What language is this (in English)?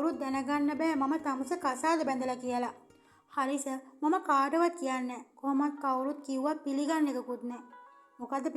Sinhala